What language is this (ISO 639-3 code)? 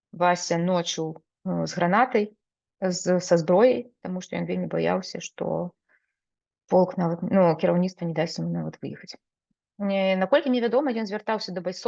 bel